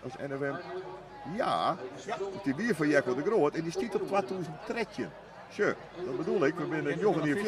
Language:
Western Frisian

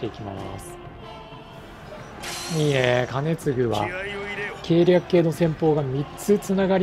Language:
Japanese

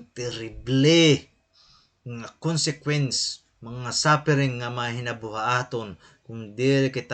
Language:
Waray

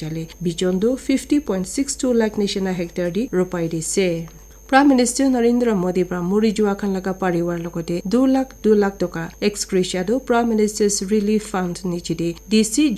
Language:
Naga Pidgin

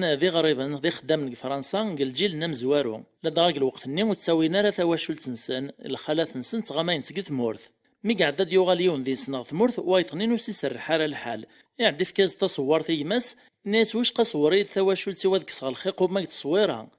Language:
Kabyle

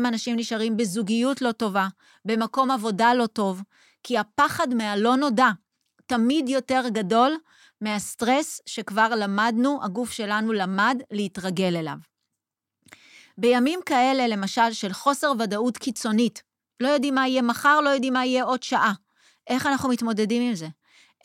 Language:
Hebrew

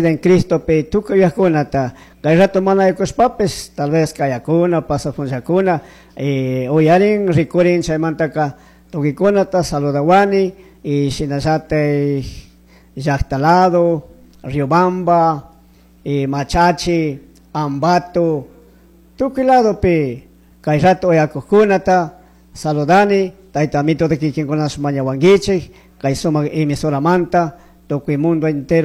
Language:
Chimborazo Highland Quichua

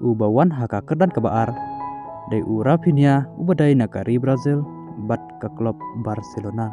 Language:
Khasi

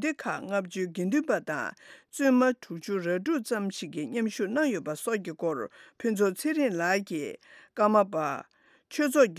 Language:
Tibetan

